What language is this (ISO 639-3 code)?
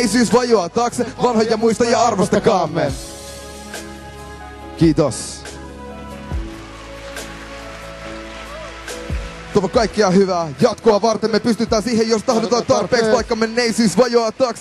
fin